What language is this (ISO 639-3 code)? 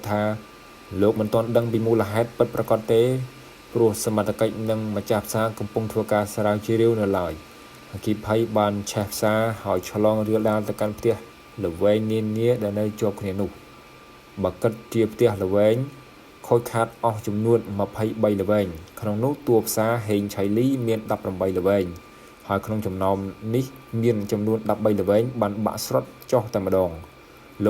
khm